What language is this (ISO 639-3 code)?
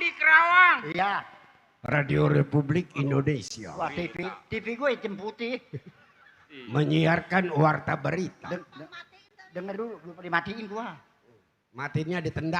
bew